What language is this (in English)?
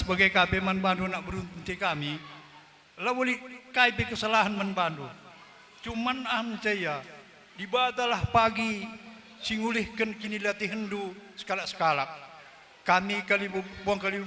Batak Karo